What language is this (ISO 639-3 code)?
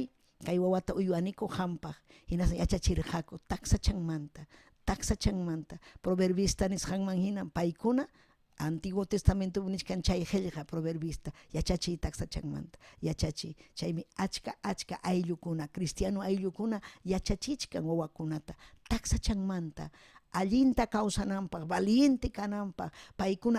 quy